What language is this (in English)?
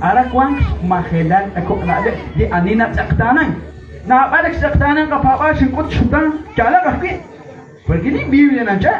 Kekchí